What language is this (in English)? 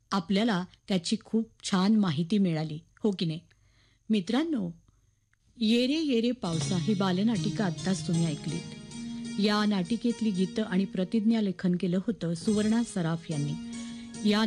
Marathi